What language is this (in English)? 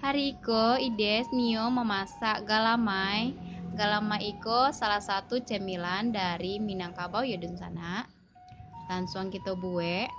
Minangkabau